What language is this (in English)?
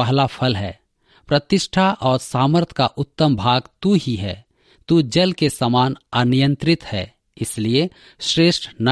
Hindi